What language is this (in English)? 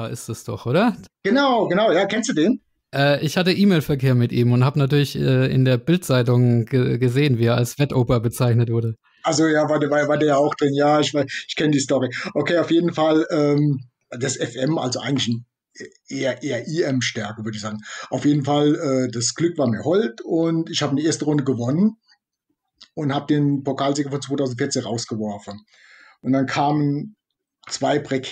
German